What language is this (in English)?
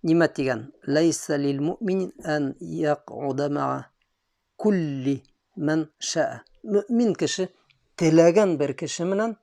Bashkir